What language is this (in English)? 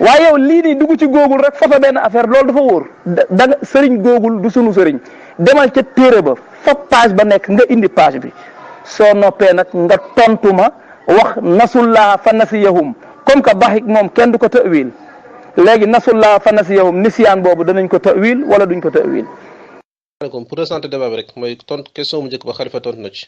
Wolof